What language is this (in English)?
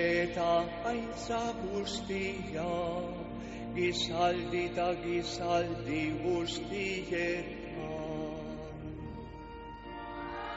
Basque